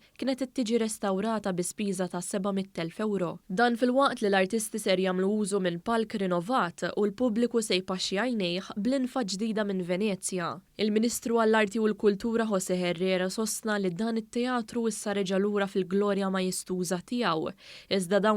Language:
Maltese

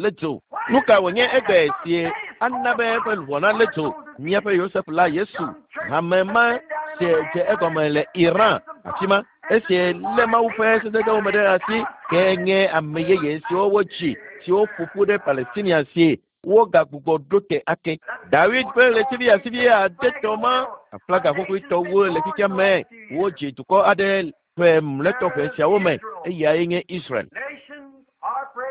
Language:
Ewe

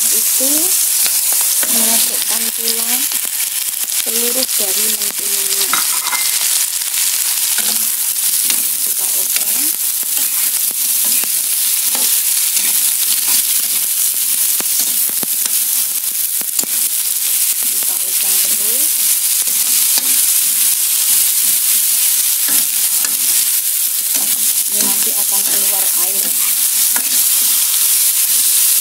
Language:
Indonesian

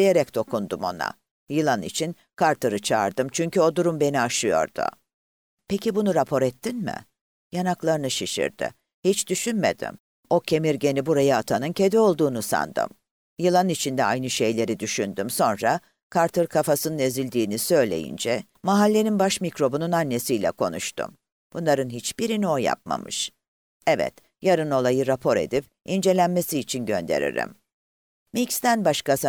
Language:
Turkish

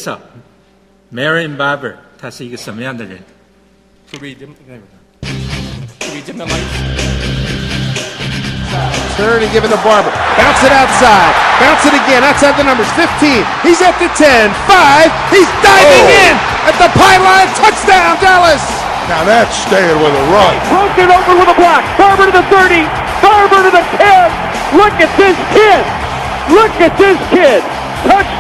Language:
Chinese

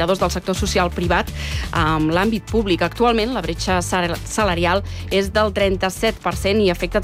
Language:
Catalan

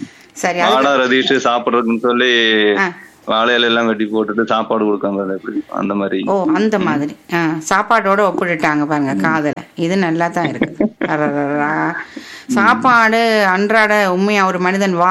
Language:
Tamil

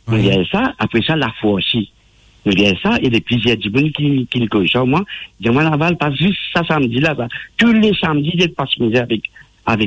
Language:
Morisyen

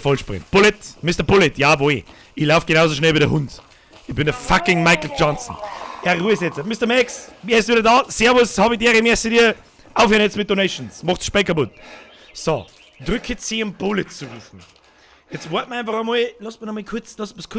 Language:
Bavarian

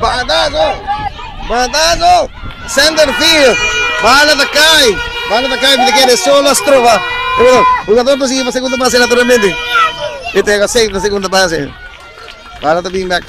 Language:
Papiamento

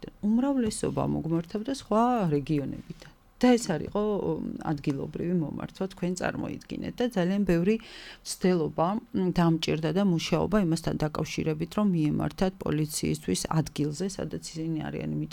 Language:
Georgian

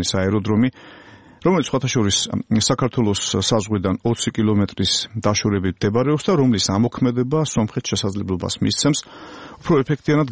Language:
Georgian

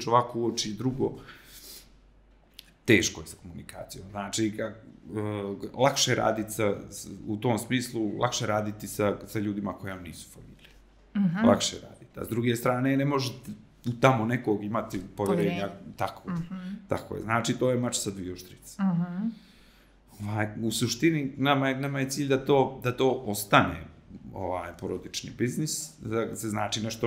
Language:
Serbian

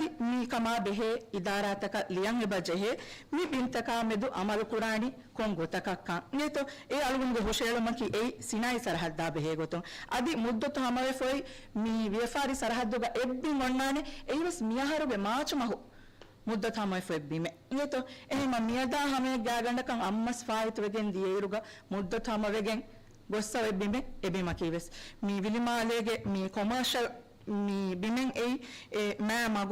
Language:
Divehi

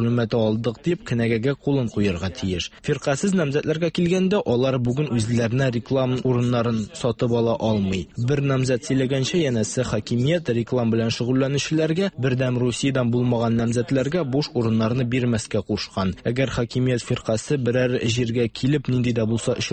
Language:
Tatar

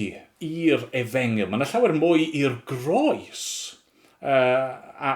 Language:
Welsh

